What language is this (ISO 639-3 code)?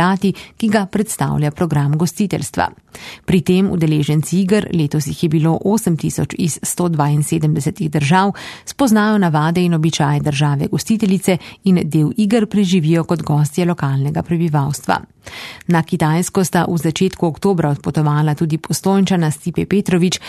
slv